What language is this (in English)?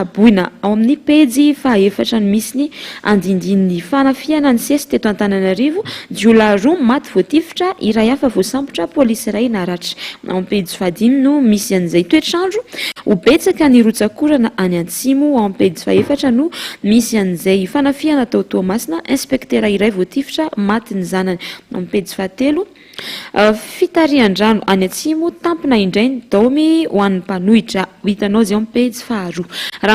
Malagasy